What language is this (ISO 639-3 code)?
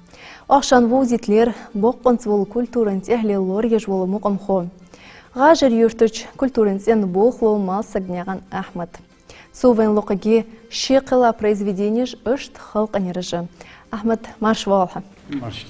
inh